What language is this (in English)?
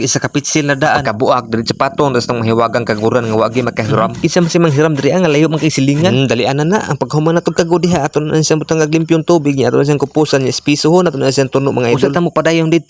Cebuano